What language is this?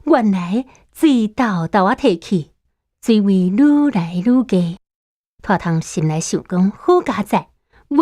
Min Nan Chinese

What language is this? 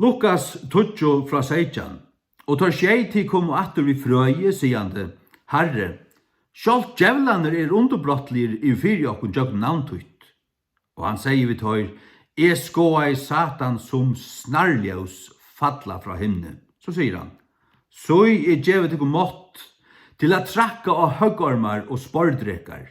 Faroese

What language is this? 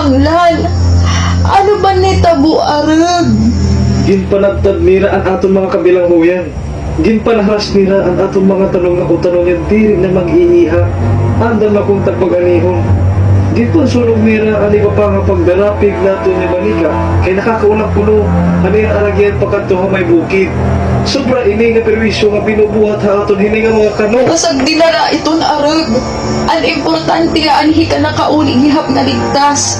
Waray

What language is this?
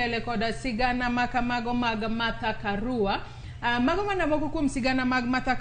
Luo (Kenya and Tanzania)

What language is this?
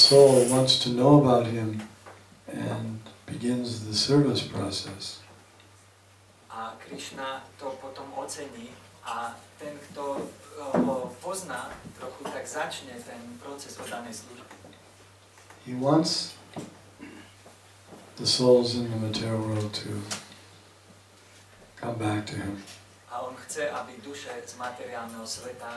Slovak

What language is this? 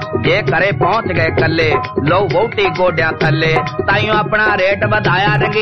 Punjabi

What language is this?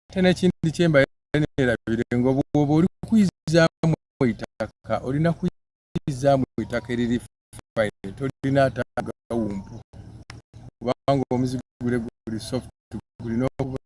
Soga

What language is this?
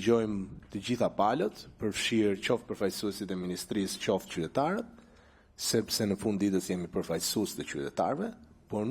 Albanian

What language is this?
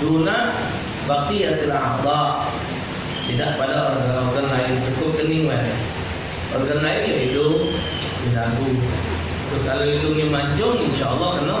Musi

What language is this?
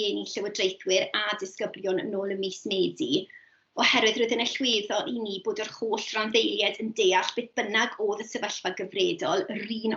Welsh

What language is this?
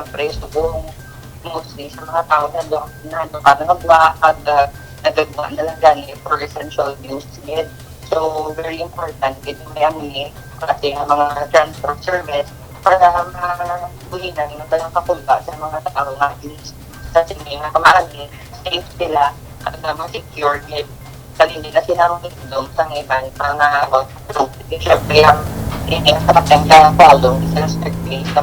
Hiligaynon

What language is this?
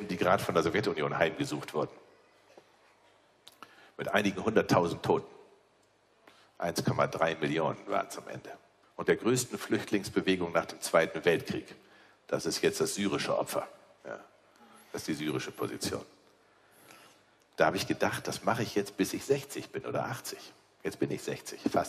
German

